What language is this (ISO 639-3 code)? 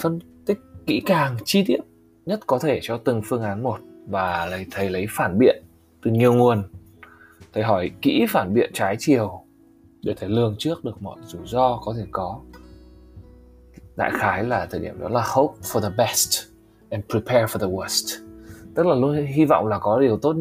vie